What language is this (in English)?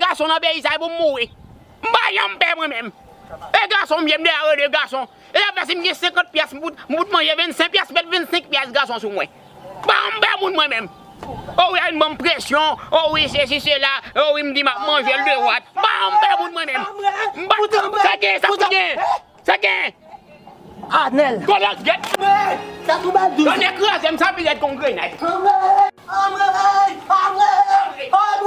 Haitian Creole